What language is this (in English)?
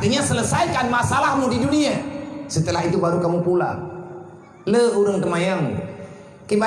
Achinese